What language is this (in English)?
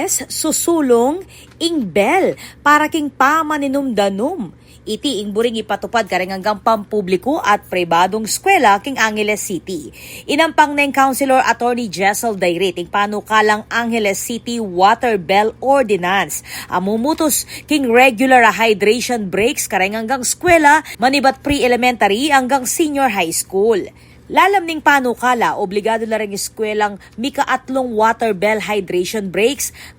Pampanga